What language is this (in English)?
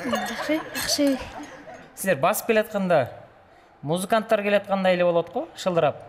Kyrgyz